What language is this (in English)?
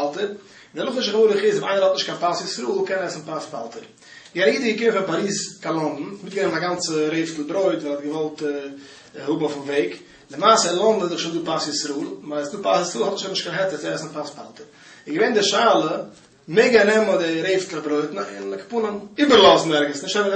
Yiddish